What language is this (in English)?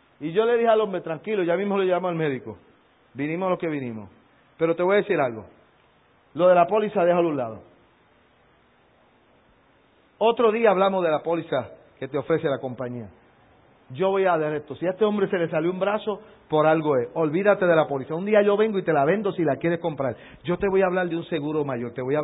Spanish